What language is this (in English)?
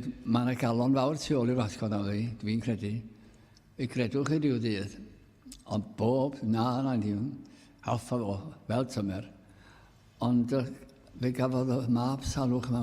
Welsh